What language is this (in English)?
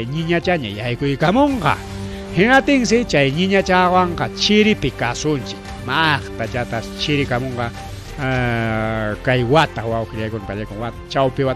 Ayacucho Quechua